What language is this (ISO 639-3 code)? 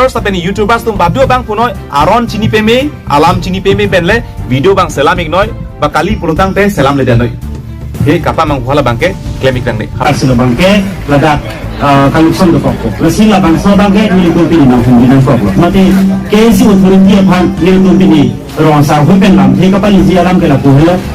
mjw